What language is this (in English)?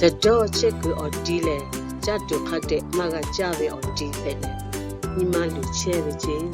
Lahu